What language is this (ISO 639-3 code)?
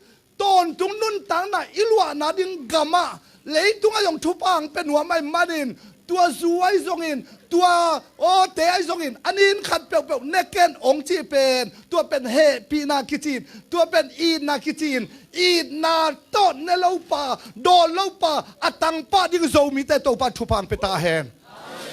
ctd